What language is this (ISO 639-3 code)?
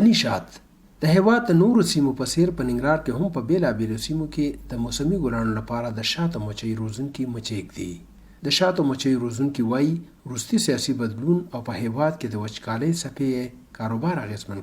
pus